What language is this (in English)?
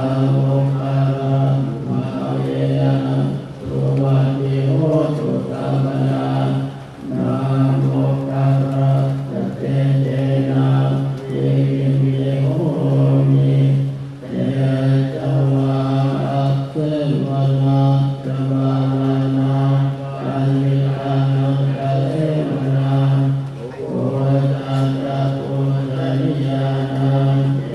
Pali